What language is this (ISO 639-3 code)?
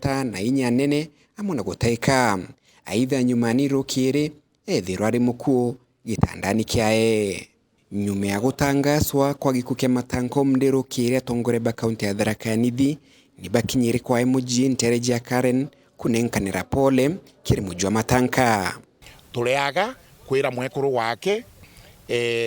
mer